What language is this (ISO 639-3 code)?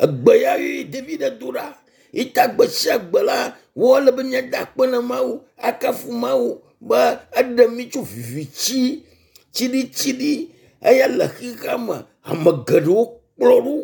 ewe